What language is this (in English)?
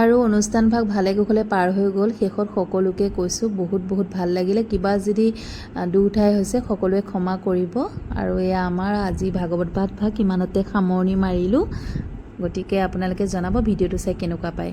Assamese